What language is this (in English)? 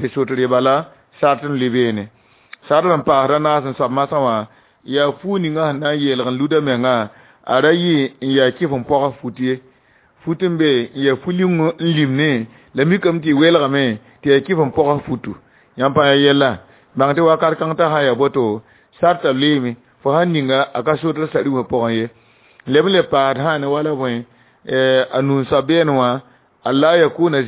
Mossi